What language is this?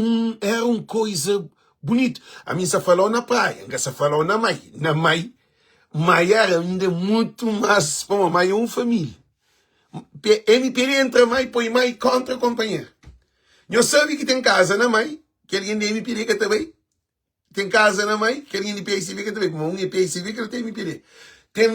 Kabuverdianu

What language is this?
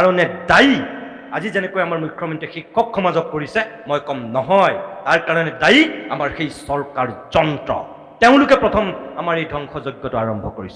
Assamese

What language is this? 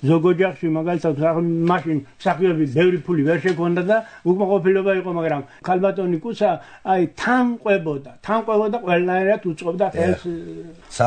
Georgian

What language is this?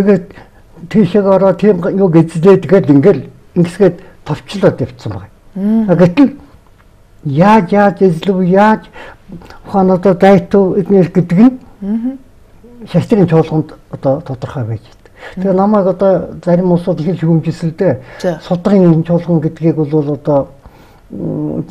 Mongolian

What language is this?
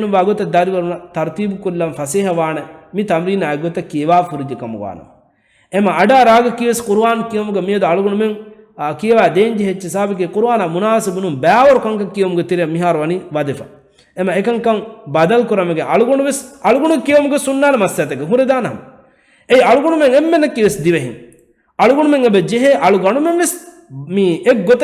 Divehi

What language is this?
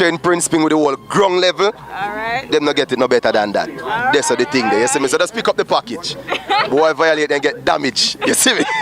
Jamaican Creole English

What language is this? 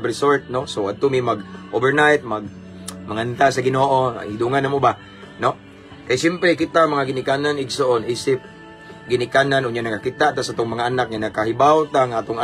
Cebuano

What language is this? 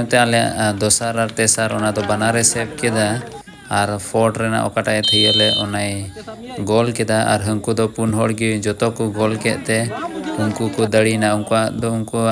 Santali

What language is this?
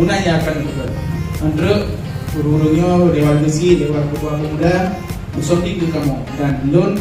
Achinese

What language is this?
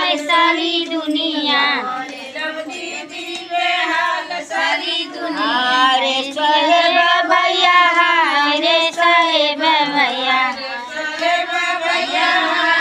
Bhojpuri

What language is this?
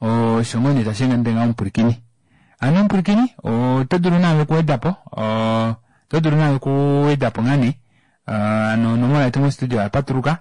Kuanyama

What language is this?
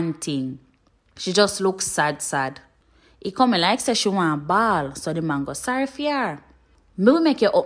Jamaican Creole English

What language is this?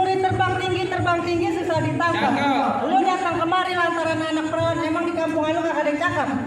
Betawi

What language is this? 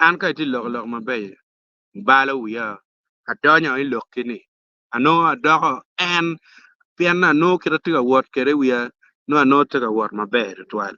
Acoli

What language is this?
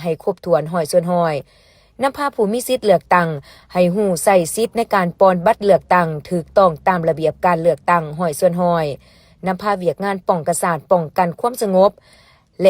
Lao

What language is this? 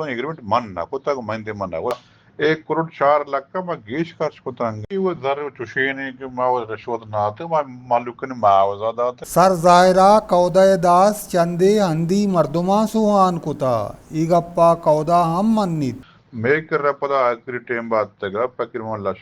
Baluchi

